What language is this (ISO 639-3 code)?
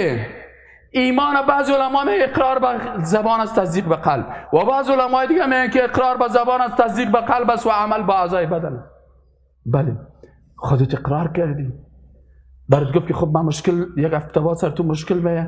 fas